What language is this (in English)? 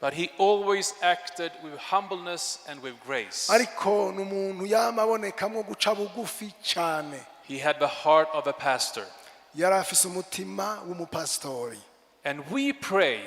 Rundi